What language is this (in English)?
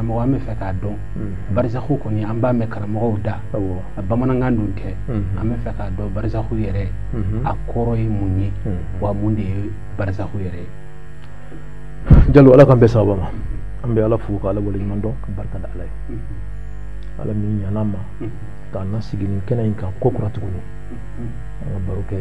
Bambara